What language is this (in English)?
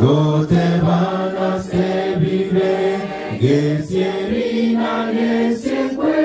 Gusii